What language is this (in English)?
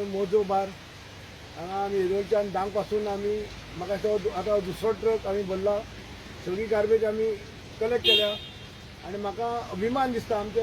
Konkani